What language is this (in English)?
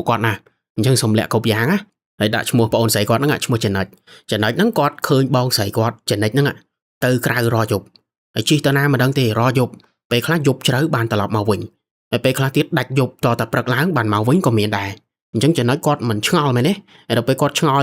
Khmer